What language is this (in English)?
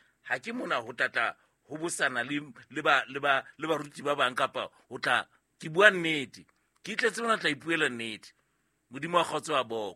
Southern Sotho